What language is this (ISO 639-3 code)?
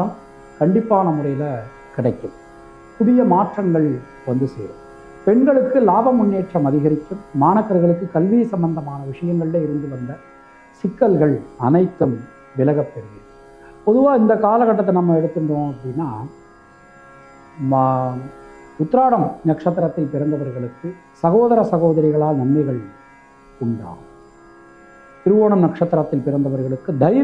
tam